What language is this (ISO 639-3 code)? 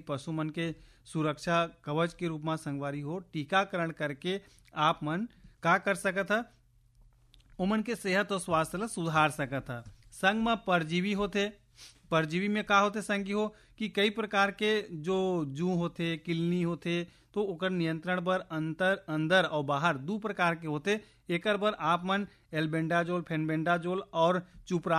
hne